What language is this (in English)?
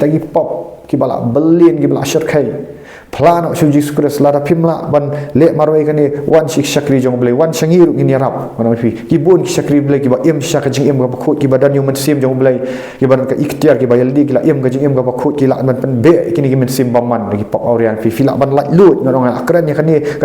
Khasi